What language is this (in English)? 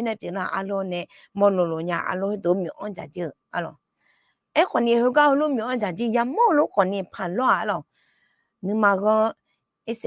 Akha